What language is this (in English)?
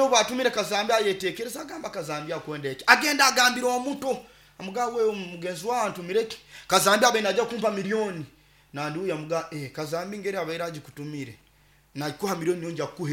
Nyoro